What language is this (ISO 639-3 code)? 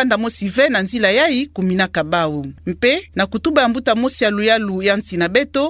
ktu